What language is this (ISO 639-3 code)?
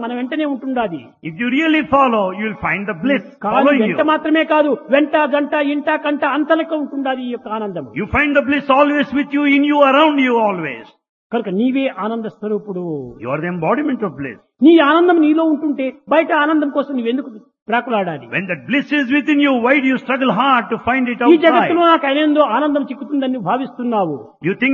tel